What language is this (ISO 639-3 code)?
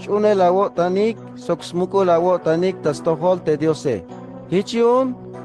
tzh